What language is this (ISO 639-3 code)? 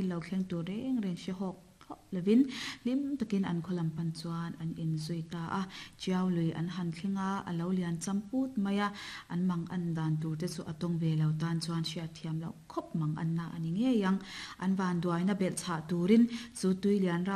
lus